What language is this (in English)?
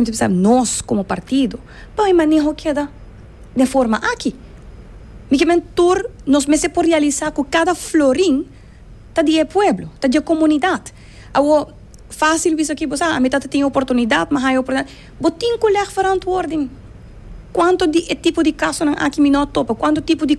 Papiamento